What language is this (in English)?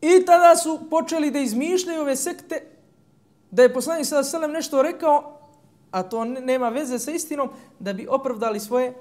Bosnian